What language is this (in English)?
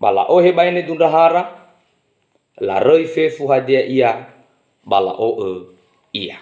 Nias